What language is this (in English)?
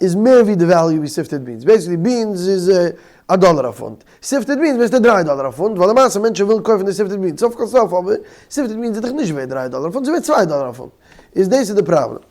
Yiddish